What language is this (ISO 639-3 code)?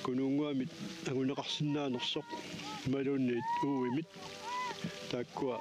kal